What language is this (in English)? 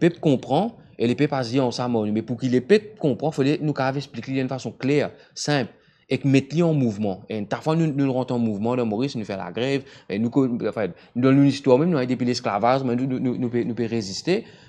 Morisyen